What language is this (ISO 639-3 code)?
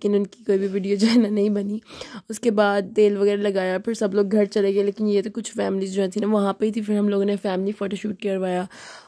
hin